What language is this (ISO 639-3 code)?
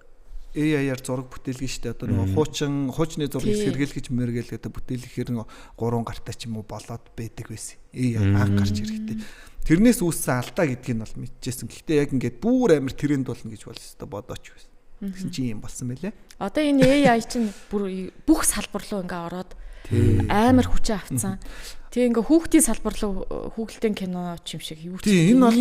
mon